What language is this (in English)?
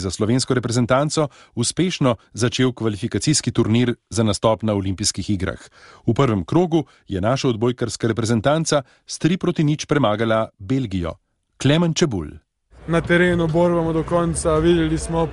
Slovenian